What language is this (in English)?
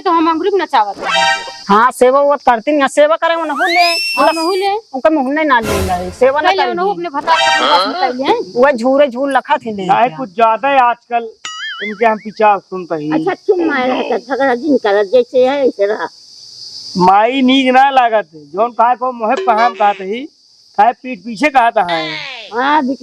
Awadhi